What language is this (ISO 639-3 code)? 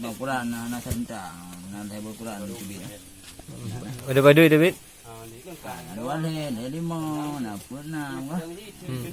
ace